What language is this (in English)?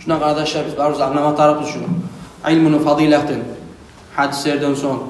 Kumyk